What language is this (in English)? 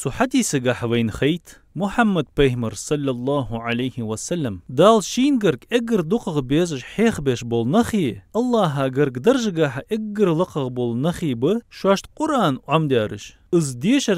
Ingush